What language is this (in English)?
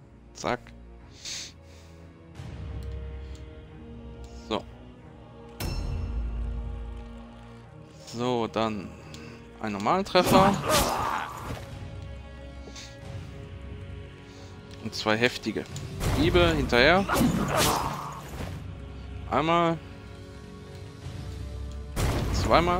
German